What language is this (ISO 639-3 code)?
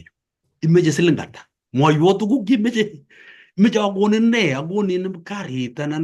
kln